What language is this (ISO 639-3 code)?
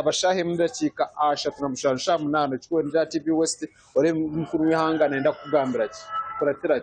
nyn